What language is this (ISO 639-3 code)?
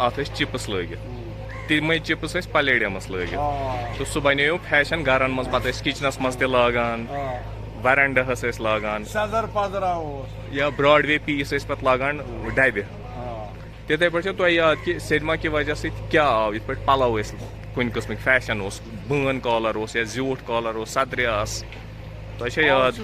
kas